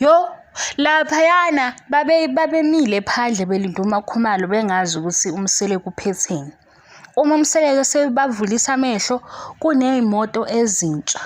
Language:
Zulu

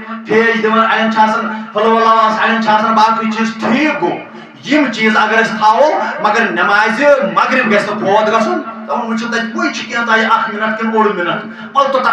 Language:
Kashmiri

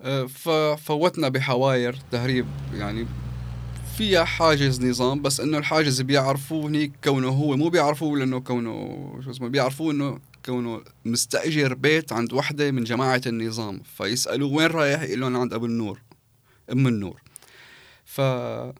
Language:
North Levantine Arabic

